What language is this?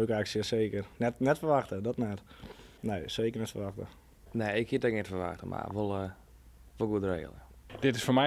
Western Frisian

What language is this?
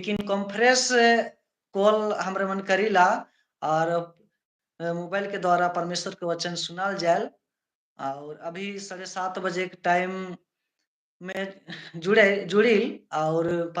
Sadri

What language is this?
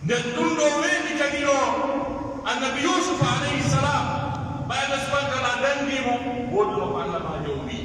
Pular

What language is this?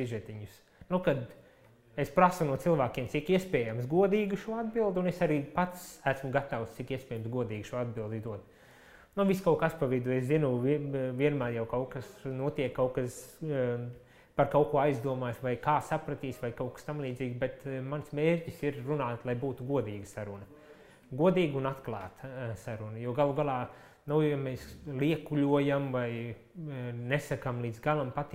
Latvian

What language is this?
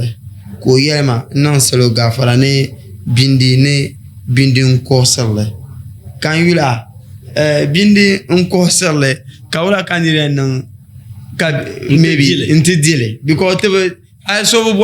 Dagbani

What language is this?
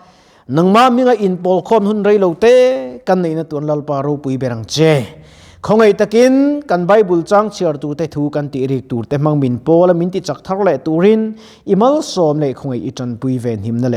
Mizo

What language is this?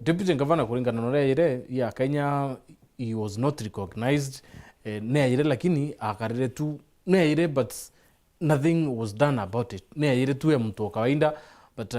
Meru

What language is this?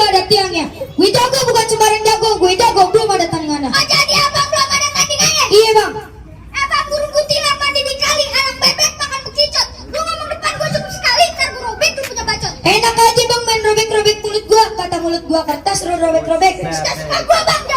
Betawi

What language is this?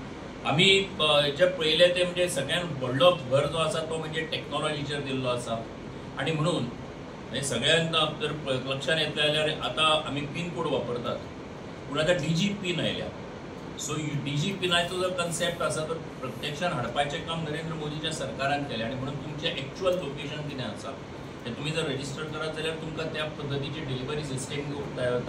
Konkani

